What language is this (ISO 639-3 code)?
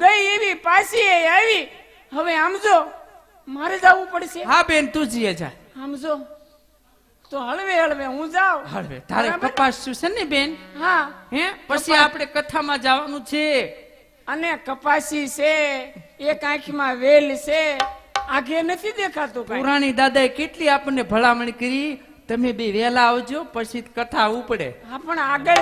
guj